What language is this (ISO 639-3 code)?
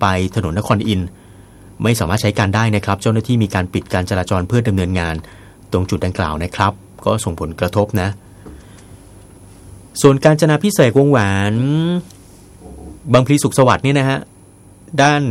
tha